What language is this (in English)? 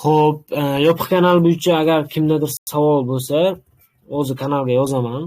Uzbek